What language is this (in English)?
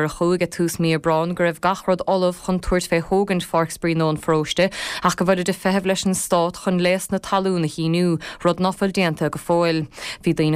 Irish